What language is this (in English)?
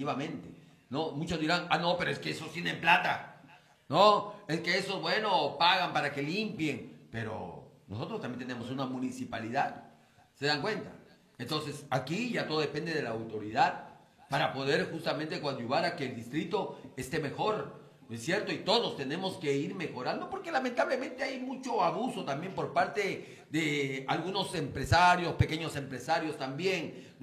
Spanish